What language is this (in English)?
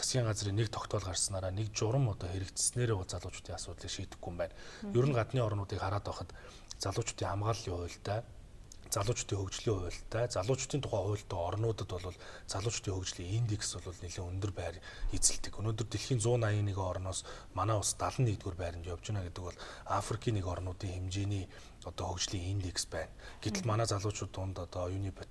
Mongolian